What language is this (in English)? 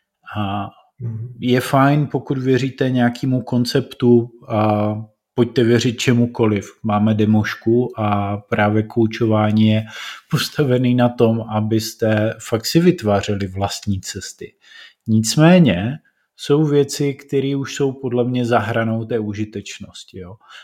Czech